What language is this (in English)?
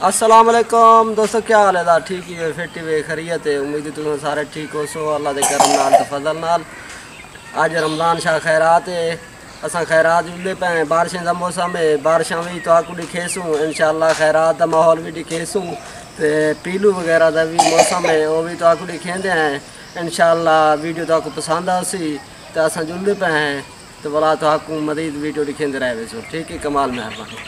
Saraiki